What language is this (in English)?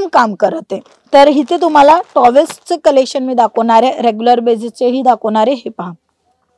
Marathi